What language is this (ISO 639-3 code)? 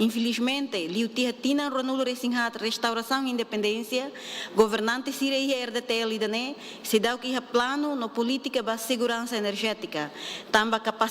tet